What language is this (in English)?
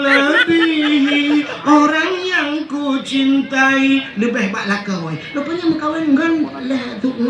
Achinese